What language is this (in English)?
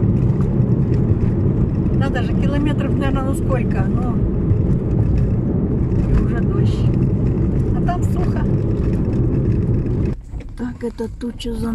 Russian